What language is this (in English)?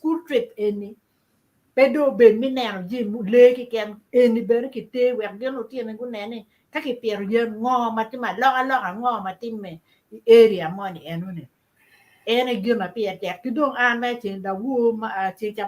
Acoli